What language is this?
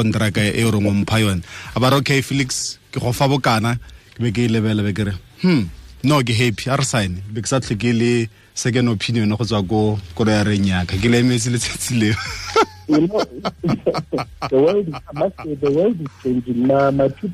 Tswana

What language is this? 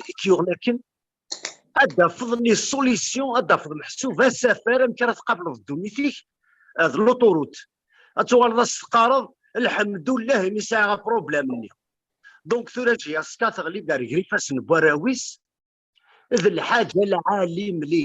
Kabyle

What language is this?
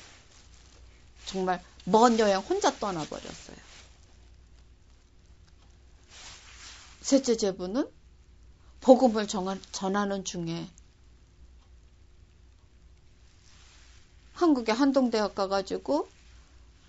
Korean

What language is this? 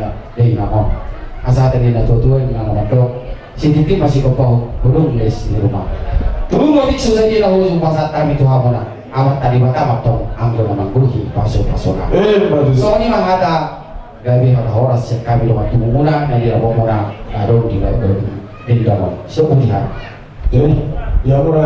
Batak Toba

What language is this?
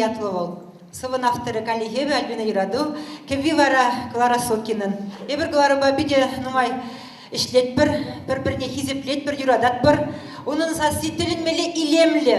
Chuvash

